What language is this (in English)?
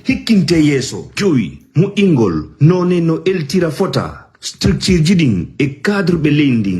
Fula